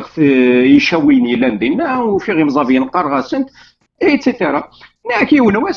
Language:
Kabyle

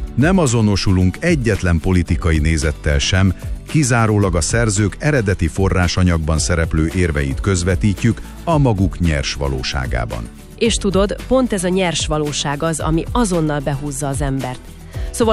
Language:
Hungarian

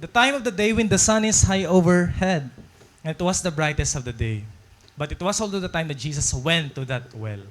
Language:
Waray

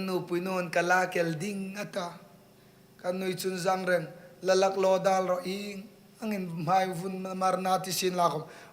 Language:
Hmar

